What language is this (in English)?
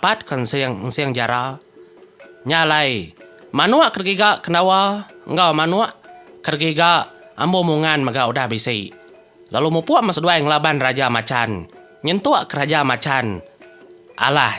Iban